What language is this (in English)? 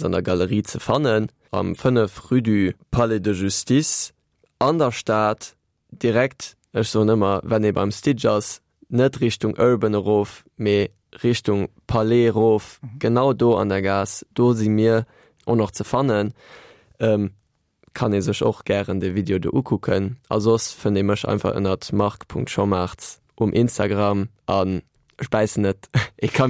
Luxembourgish